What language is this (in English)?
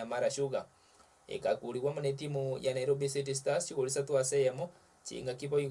Gusii